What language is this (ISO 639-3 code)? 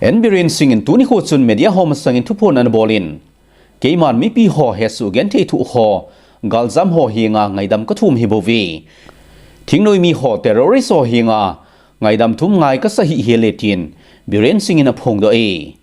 tcz